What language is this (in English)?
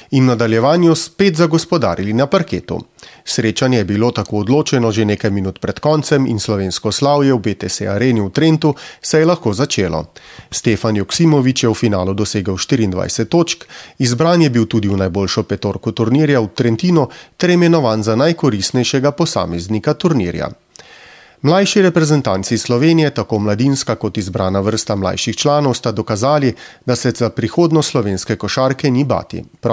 Slovenian